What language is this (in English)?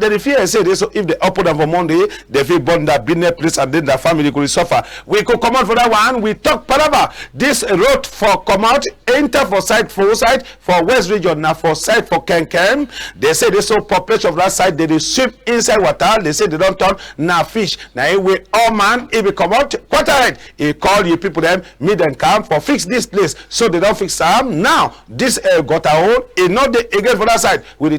Cameroon Pidgin